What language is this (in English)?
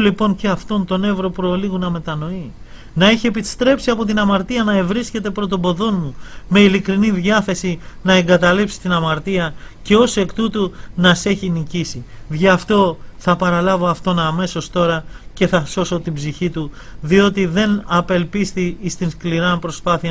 Greek